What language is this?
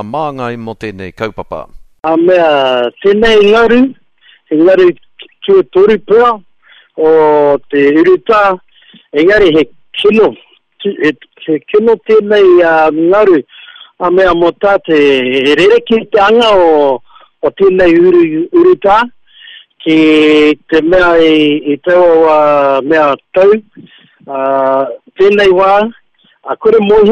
Māori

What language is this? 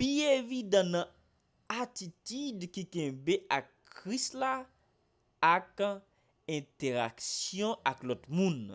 Haitian Creole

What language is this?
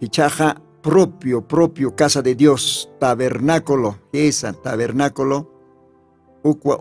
Aymara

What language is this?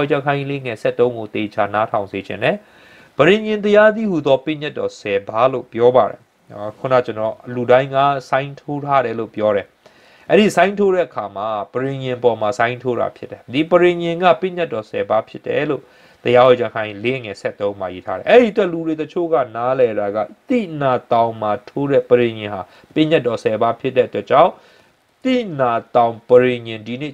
Burmese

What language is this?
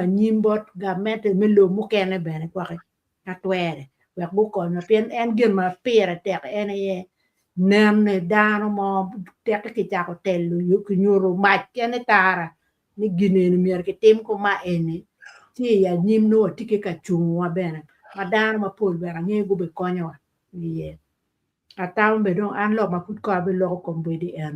Acoli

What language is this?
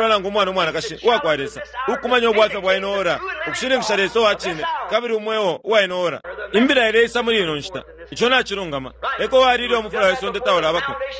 Bemba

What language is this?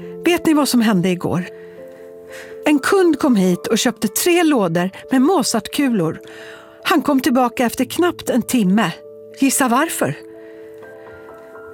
Swedish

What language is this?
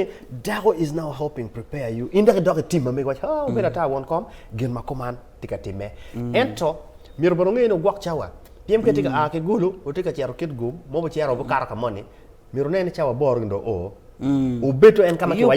Acoli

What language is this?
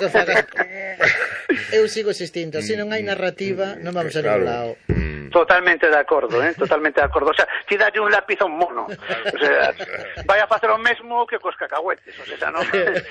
Galician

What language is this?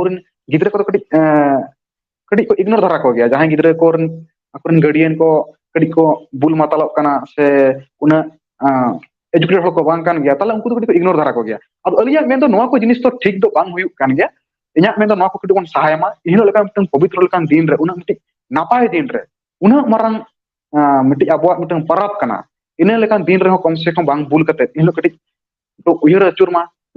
Santali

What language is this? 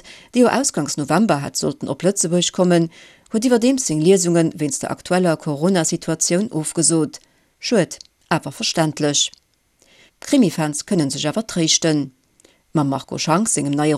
Luxembourgish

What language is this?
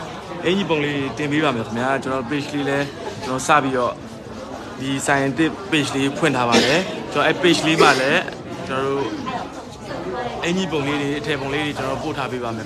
Burmese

